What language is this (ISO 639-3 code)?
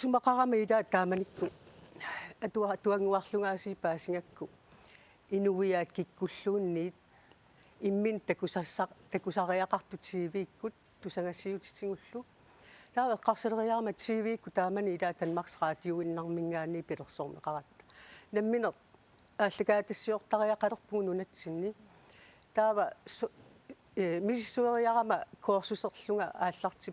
kal